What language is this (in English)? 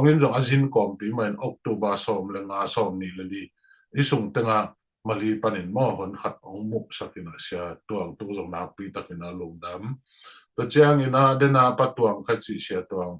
Tedim Chin